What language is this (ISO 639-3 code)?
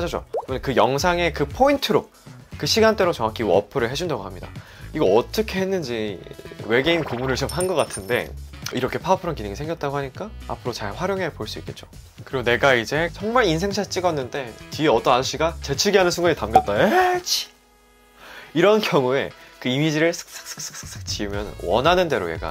kor